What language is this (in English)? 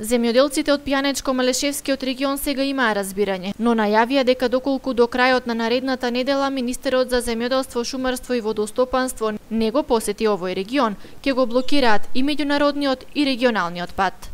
Macedonian